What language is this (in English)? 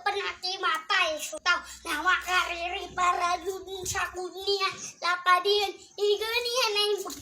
Maranao